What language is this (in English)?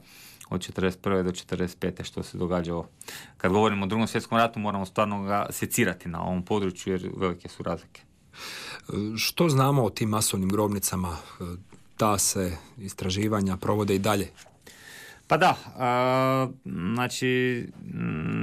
Croatian